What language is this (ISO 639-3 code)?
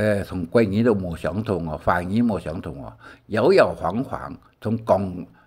hak